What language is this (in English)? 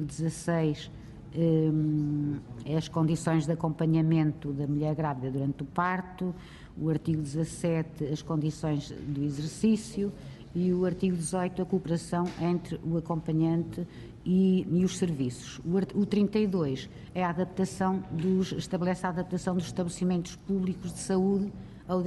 Portuguese